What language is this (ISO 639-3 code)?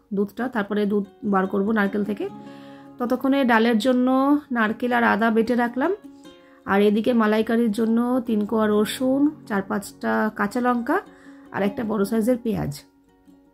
ben